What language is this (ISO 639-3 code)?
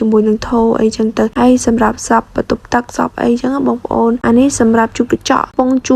khm